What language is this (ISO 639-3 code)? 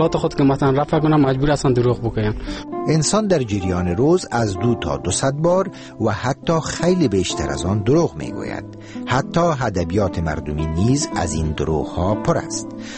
fas